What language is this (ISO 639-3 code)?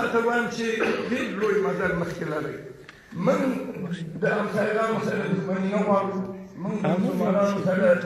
pus